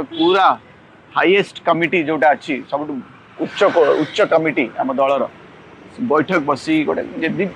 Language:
Odia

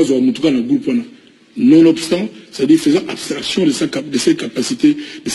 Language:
Lingala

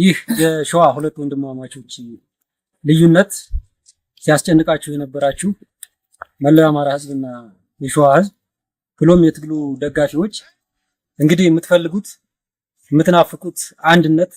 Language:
Amharic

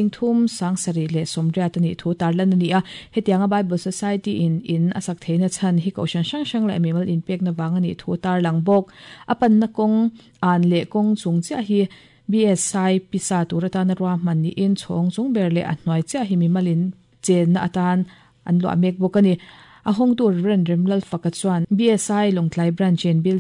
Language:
Mizo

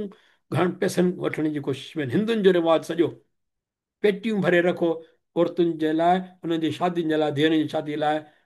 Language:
Sindhi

